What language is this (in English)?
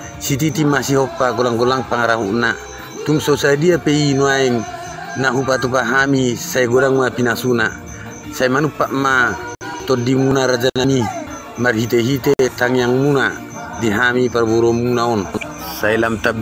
Batak Toba